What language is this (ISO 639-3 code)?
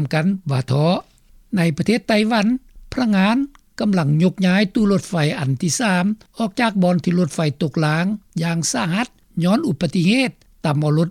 lao